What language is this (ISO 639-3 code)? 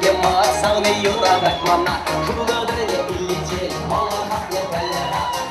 chv